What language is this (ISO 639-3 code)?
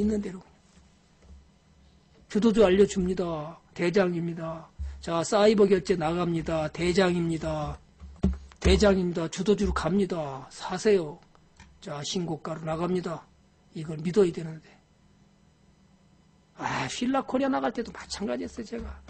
kor